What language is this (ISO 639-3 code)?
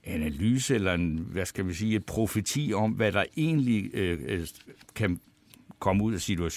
dan